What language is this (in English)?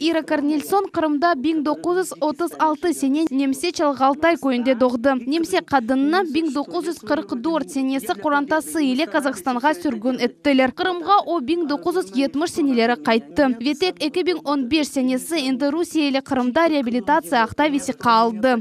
Crimean Tatar